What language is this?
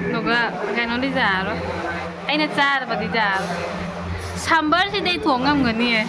Manipuri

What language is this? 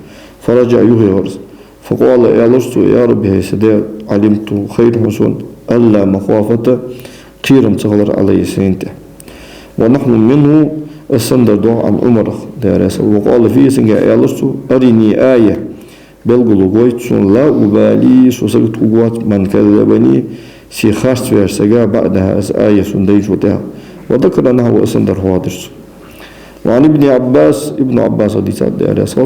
Ingush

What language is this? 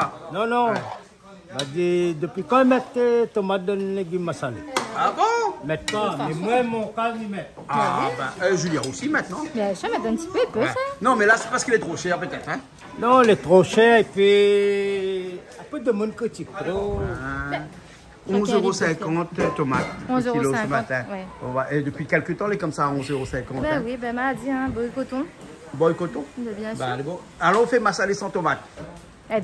Réunion Creole French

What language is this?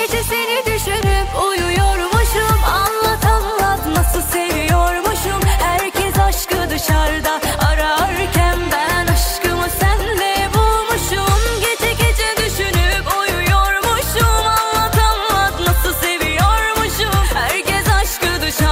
Turkish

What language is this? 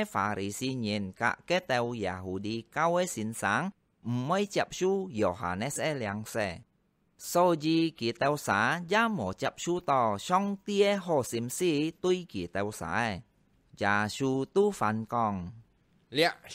Hakka Chinese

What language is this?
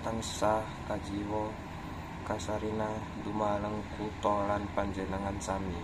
Javanese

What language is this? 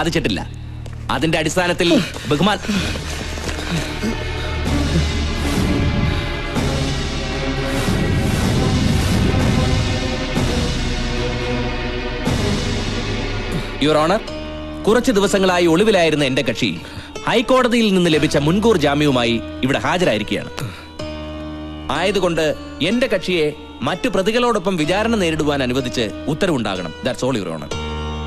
Malayalam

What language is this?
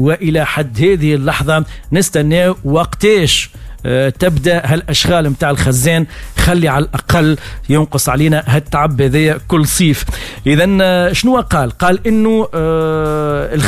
Tunisian Arabic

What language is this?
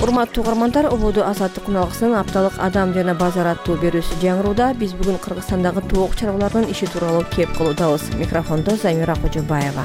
Kyrgyz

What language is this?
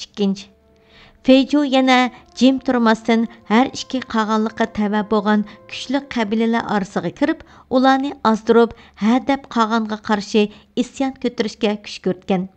Uyghur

